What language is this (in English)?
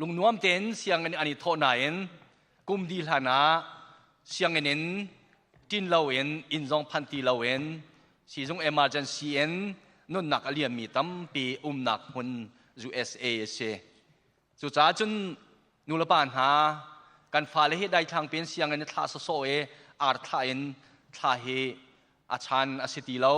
Hakha Chin